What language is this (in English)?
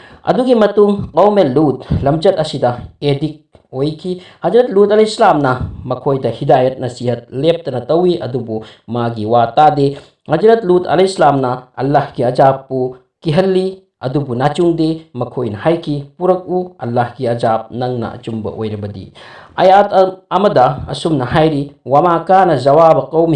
Manipuri